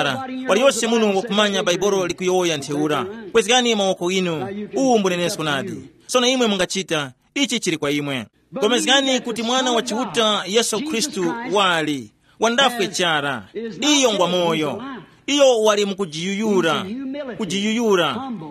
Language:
Tumbuka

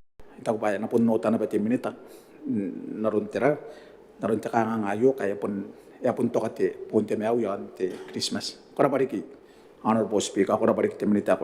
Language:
Gilbertese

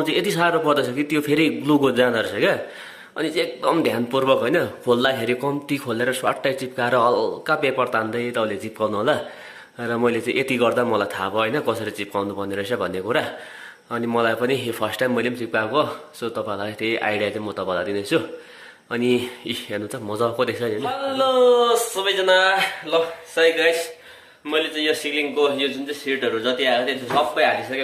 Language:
Nepali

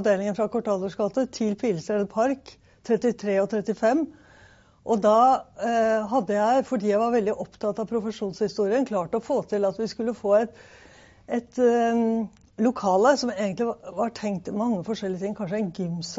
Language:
Norwegian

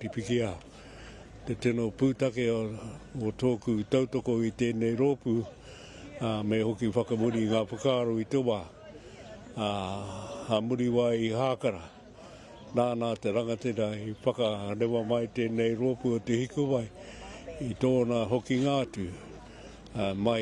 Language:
Māori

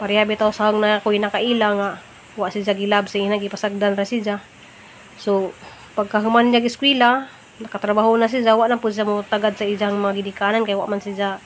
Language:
Cebuano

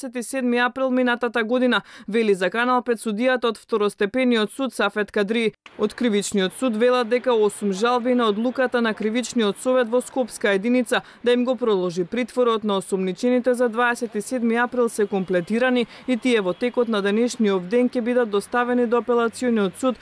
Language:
Macedonian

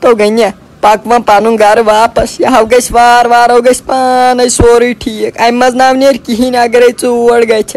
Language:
Kashmiri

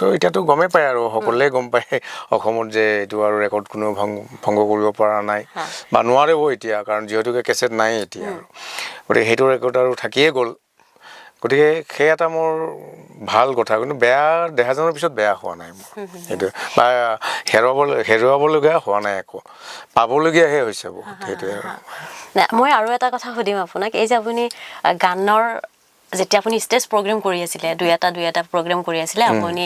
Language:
Assamese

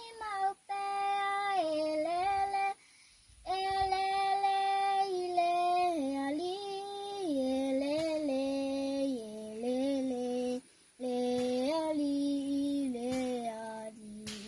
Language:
Samoan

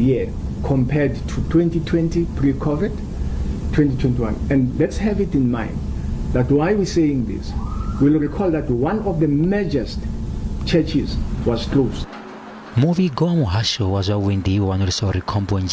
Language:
Venda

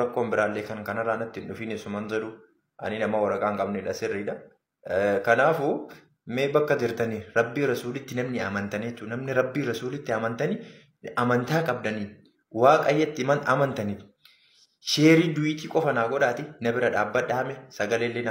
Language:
Oromo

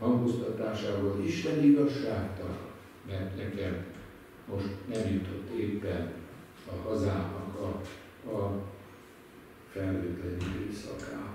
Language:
Hungarian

